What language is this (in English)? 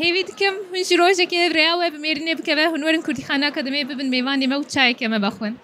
Kurdish